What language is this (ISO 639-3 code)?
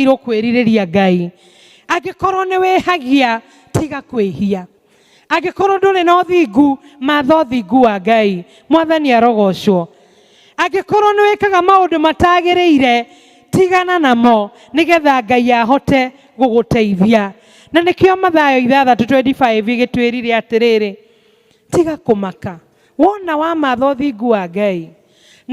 kik